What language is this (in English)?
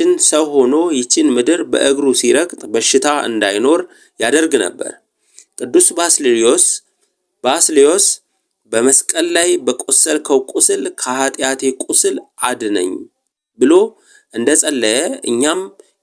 Amharic